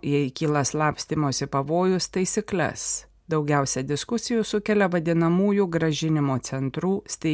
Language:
Lithuanian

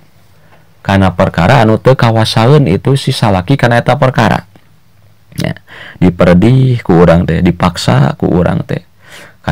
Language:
Sundanese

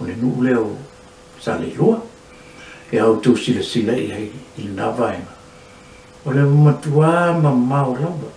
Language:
Samoan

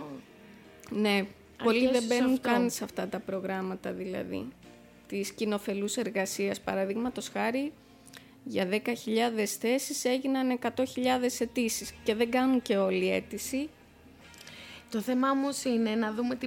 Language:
Greek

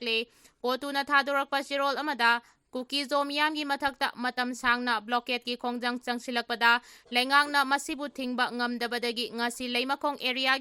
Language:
Manipuri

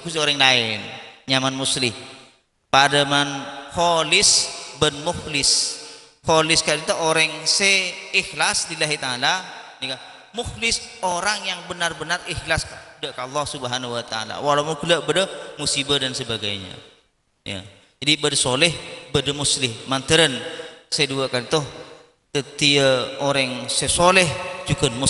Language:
Madurese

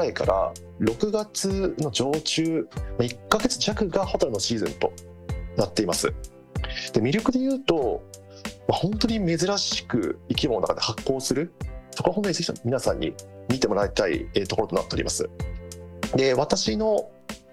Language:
Japanese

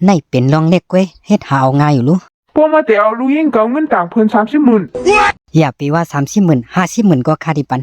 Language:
Shan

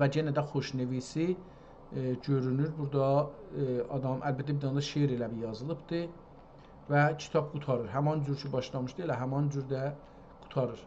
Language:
South Azerbaijani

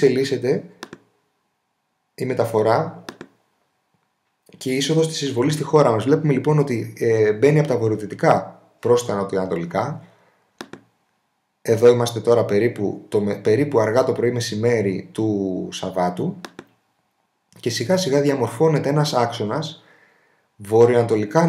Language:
Greek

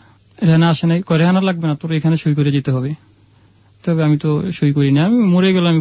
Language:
Bangla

